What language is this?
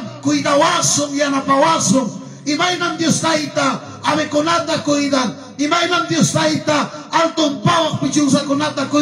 Ayacucho Quechua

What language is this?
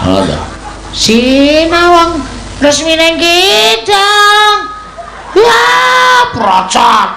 Javanese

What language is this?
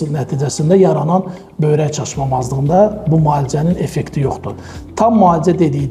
Azerbaijani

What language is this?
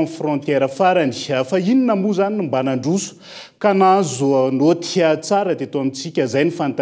Malagasy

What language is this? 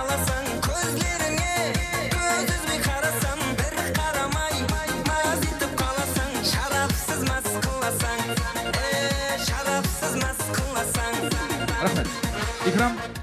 Kara-Kalpak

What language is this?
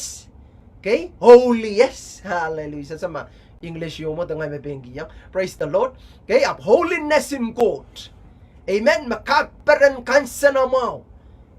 Pohnpeian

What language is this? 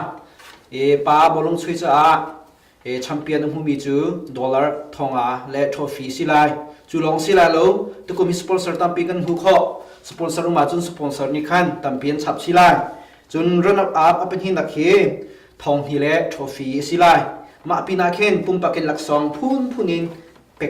Hakha Chin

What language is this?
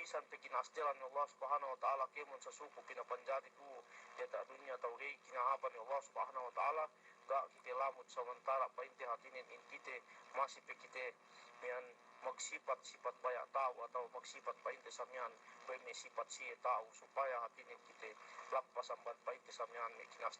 Yakan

